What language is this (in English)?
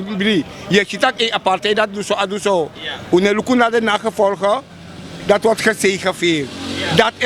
Sranan Tongo